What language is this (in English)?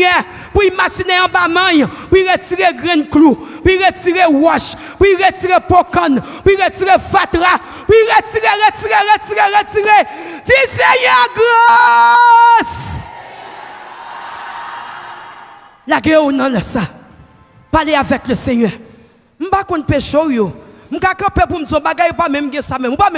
French